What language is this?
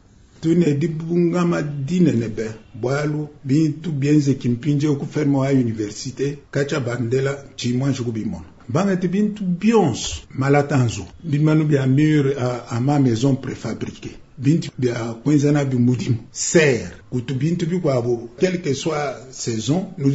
Luba-Lulua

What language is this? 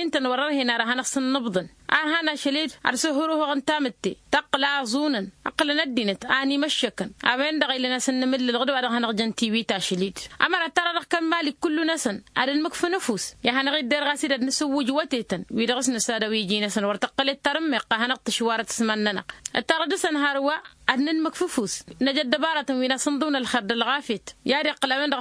Tamasheq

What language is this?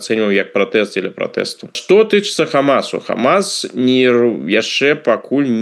Belarusian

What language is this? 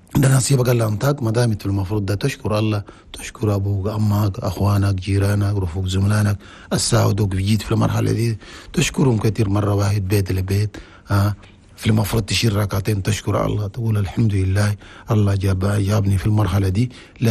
Chadian Arabic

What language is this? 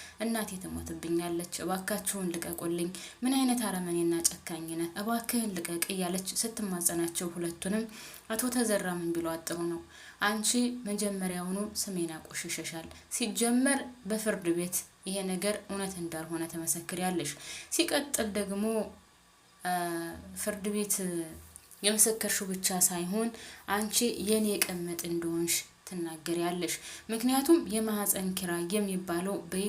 Amharic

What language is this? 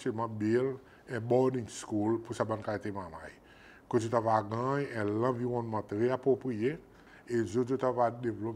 Seselwa Creole French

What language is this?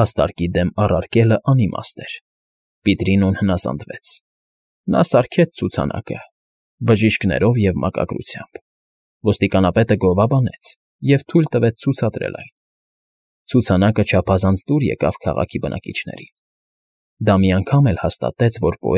Armenian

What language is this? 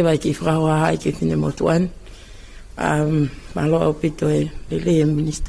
Tongan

